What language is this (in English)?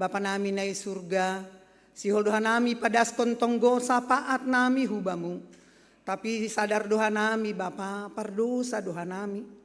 Batak Simalungun